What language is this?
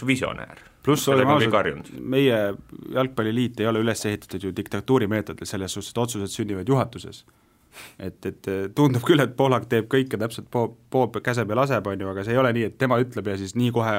Estonian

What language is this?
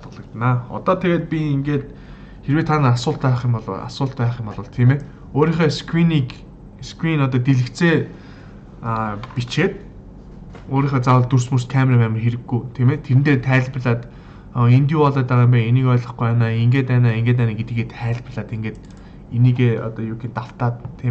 Mongolian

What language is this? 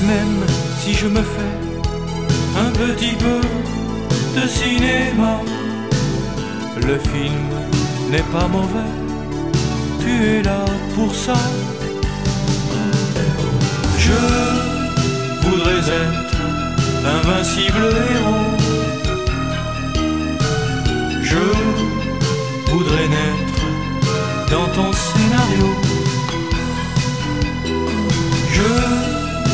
French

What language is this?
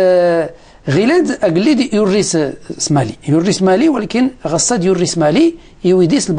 Moroccan Arabic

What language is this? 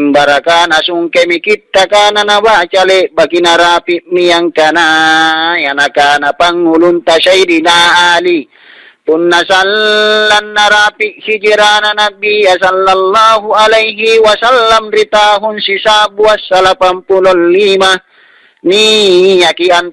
Makasar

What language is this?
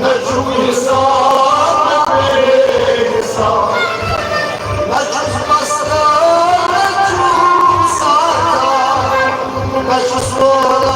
Kashmiri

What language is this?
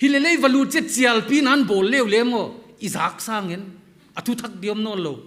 Paite Chin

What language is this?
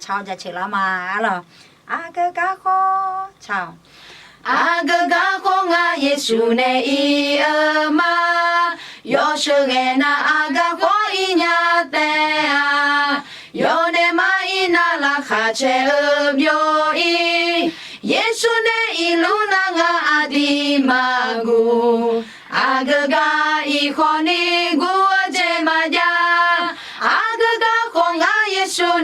Akha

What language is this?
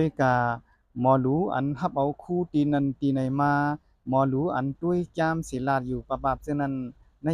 Shan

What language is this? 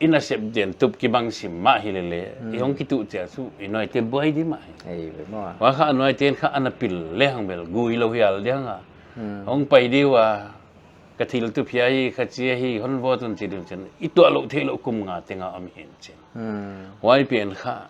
Paite Chin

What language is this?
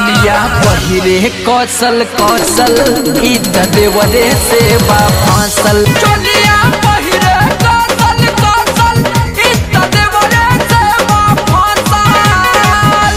Bhojpuri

